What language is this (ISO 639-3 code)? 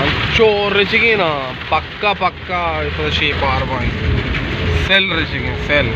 bal